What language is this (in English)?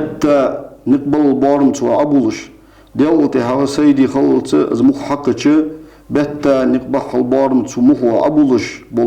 Ingush